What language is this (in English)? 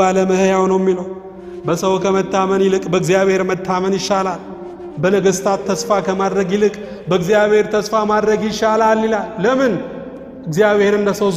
Amharic